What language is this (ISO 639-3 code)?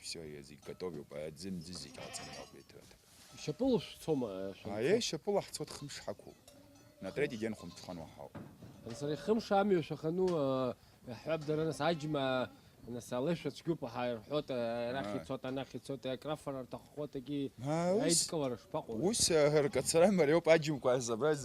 abk